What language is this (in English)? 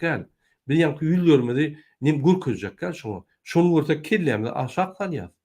Turkmen